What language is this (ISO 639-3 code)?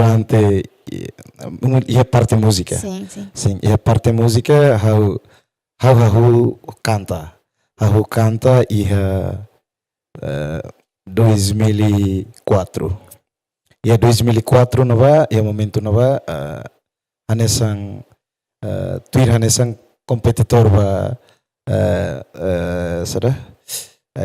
tet